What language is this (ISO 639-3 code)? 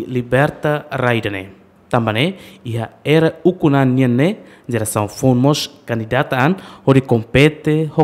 tet